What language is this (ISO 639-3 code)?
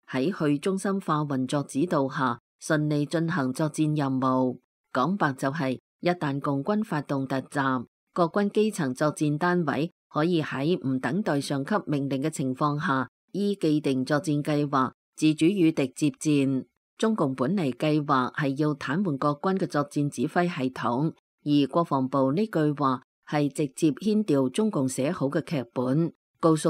yue